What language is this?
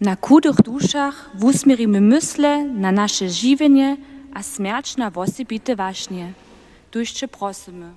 Upper Sorbian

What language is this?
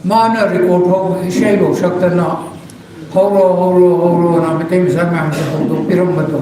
Manipuri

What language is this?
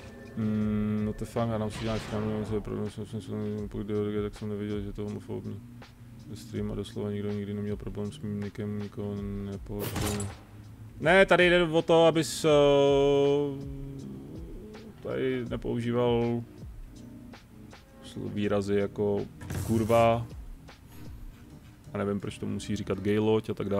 Czech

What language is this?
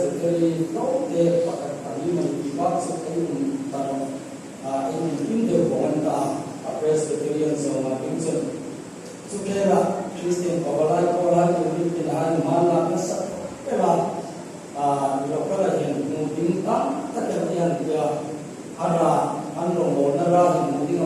Hmar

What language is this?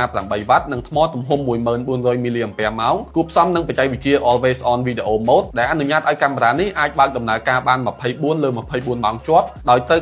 Khmer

